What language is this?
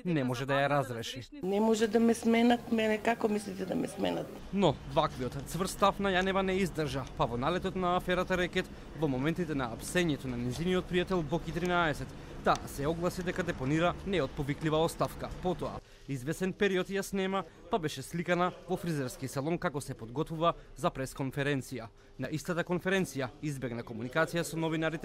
Macedonian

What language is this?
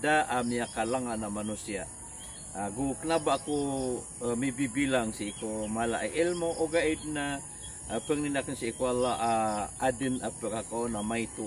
Maranao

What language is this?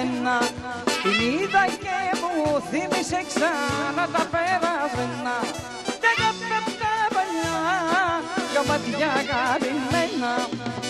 Greek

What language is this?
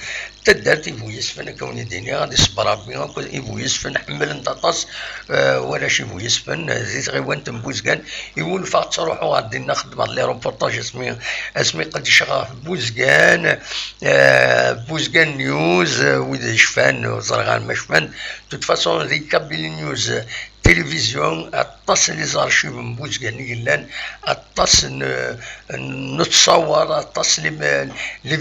Kabyle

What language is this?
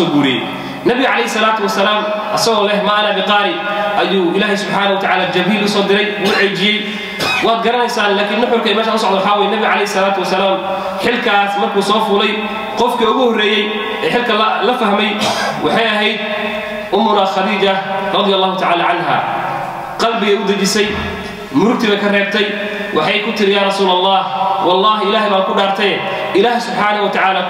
Somali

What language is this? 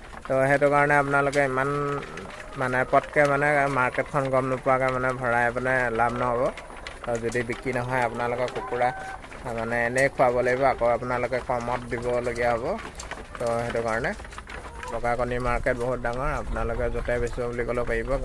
Assamese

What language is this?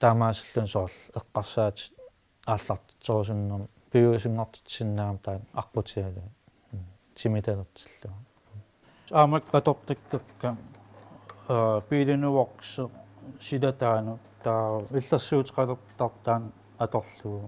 Kalaallisut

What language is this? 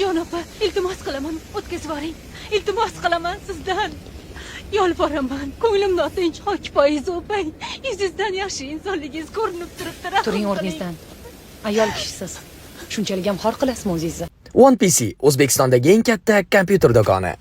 Uzbek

